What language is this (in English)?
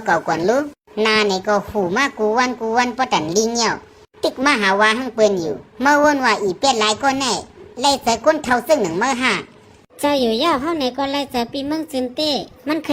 Shan